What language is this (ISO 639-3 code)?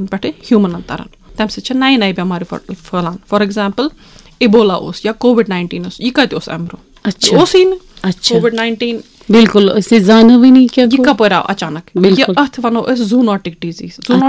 kas